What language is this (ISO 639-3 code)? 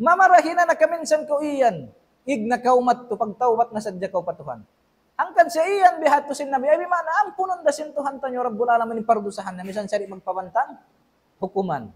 tsg